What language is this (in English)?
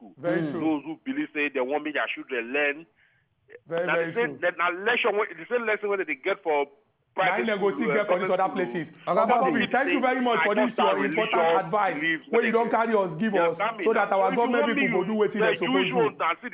Nigerian Pidgin